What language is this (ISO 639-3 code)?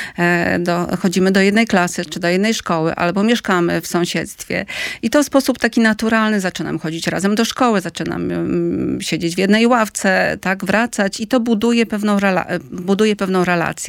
pol